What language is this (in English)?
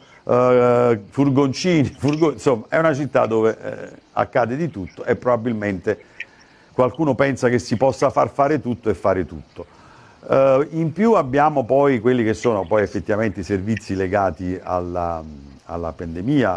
Italian